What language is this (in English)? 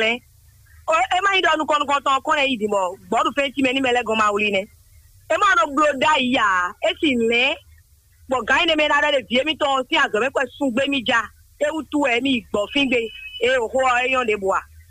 Fon